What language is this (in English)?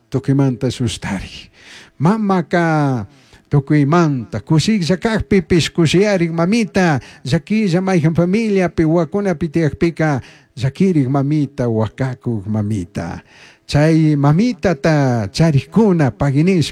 Chimborazo Highland Quichua